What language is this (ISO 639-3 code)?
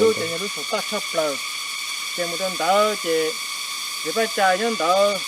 hmn